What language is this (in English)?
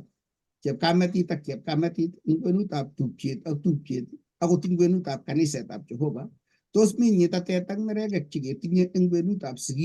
Kalenjin